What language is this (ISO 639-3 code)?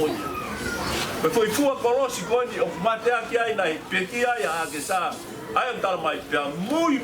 ton